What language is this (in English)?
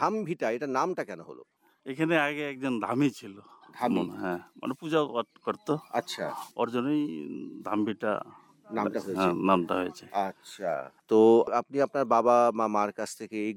Bangla